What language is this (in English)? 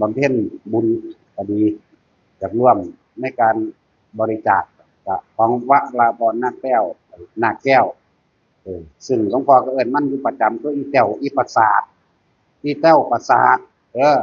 Northeastern Thai